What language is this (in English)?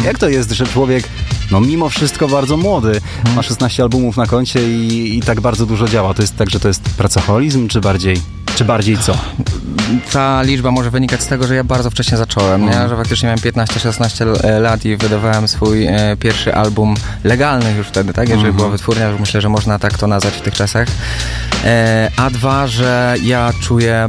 Polish